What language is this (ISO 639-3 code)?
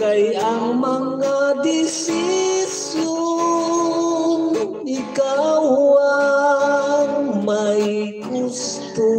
hil